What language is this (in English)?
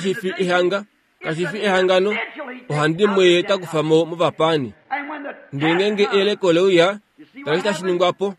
Kuanyama